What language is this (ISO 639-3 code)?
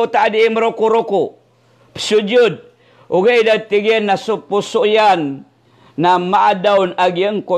mrw